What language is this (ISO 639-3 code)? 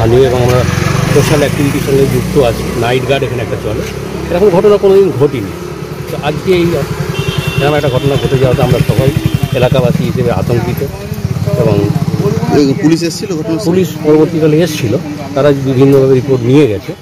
ben